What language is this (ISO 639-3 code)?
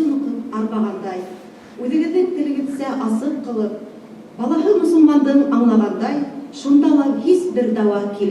bak